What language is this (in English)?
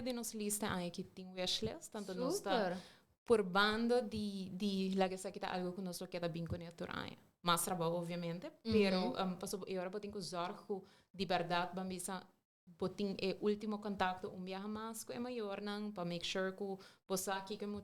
Papiamento